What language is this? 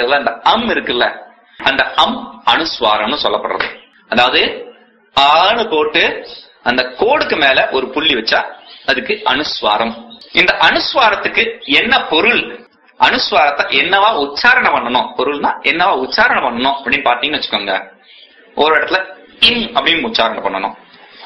Tamil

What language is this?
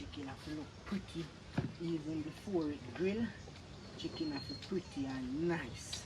Jamaican Creole English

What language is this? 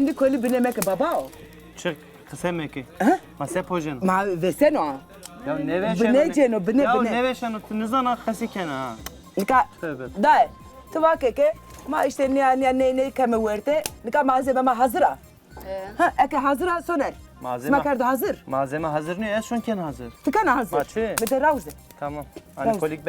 Zaza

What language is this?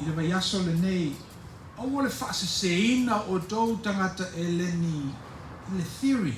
Samoan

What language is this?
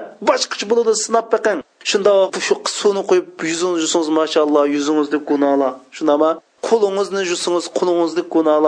Uyghur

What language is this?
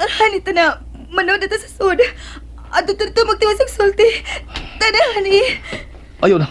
Cebuano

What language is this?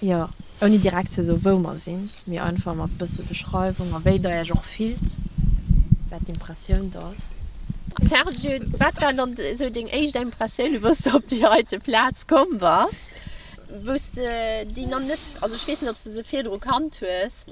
Luxembourgish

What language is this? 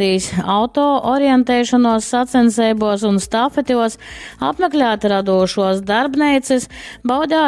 Latgalian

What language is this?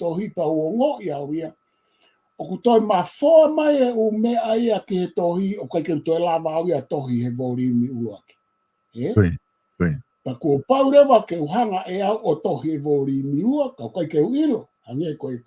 Tongan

